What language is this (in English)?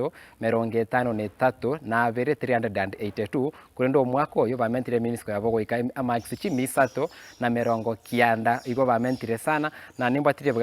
Gusii